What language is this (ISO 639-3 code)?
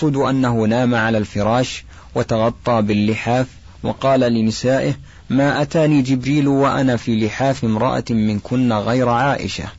ara